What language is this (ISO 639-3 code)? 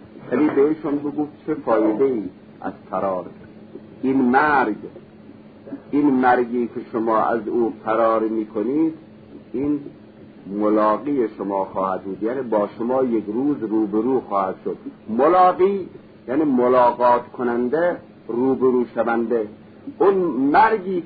fas